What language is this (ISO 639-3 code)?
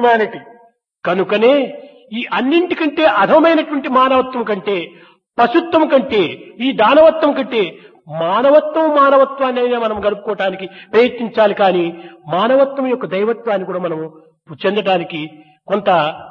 tel